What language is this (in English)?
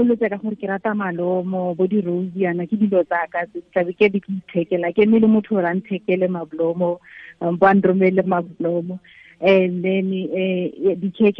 Tswana